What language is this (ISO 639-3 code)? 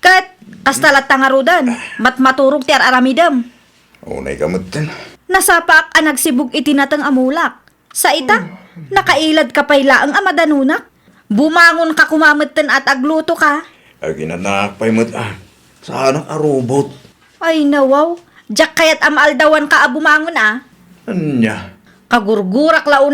ilo